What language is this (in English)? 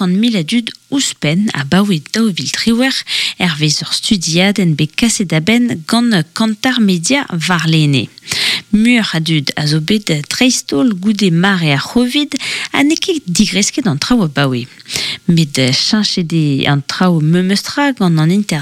Breton